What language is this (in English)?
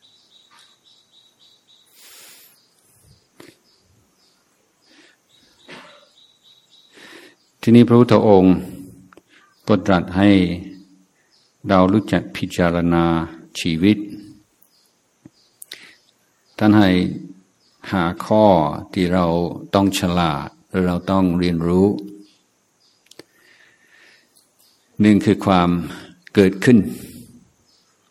Thai